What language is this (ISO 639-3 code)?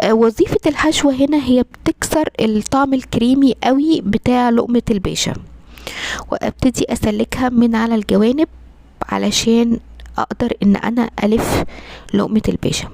arz